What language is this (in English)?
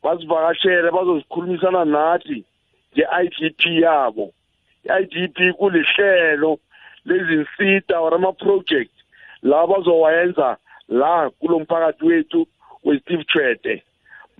South Ndebele